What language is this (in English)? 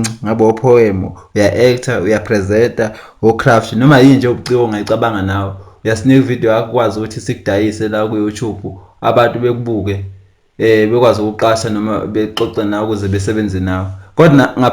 Zulu